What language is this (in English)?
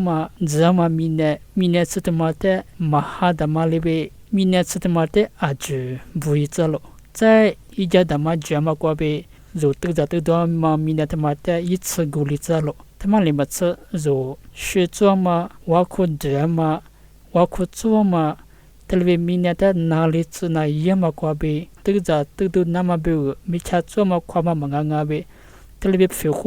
Lisu